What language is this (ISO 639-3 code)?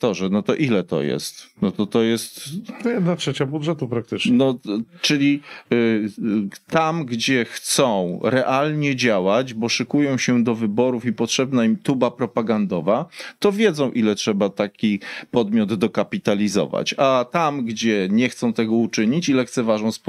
pol